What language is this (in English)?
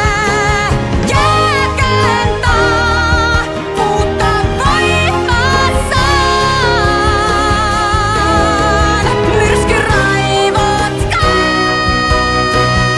Finnish